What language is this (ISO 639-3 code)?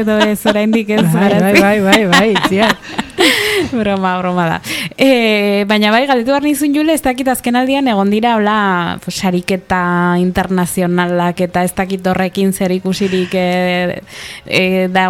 eus